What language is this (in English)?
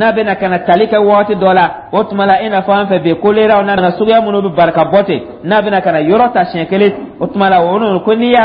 Dyula